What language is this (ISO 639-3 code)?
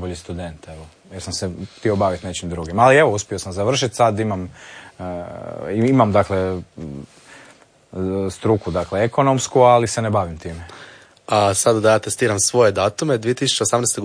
hrv